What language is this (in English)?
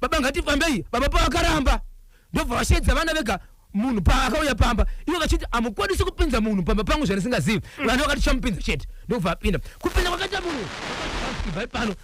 Shona